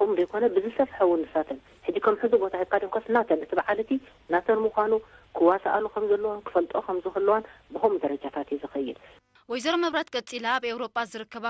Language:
Tigrinya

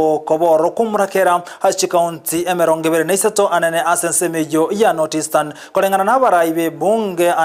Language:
Gusii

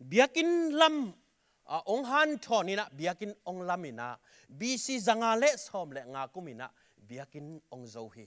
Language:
Tedim Chin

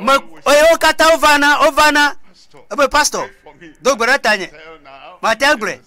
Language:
Ewe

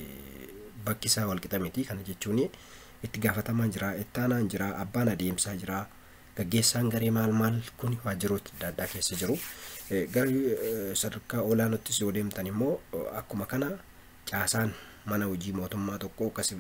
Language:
Oromo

